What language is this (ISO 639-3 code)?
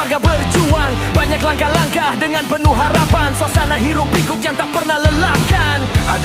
bew